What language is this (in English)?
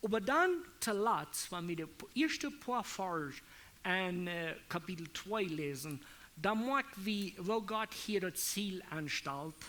Plautdietsch